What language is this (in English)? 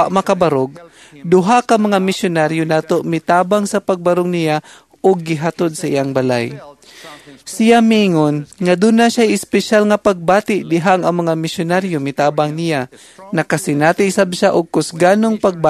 Cebuano